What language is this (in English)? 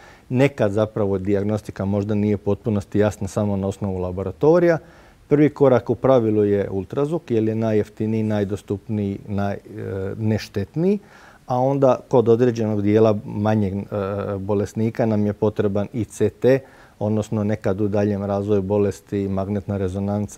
Croatian